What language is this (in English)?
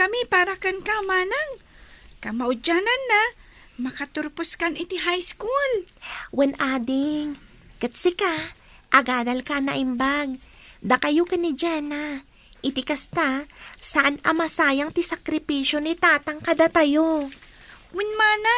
Iloko